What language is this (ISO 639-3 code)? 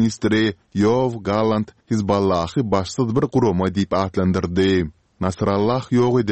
tuk